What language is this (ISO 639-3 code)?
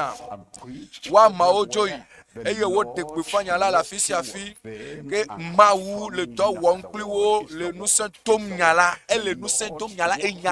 ewe